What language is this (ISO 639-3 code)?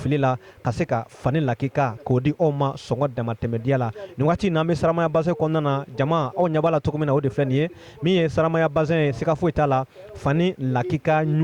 bam